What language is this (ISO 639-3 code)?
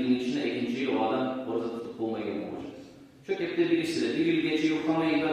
kum